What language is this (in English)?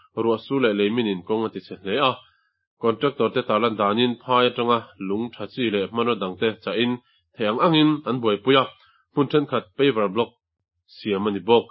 Mizo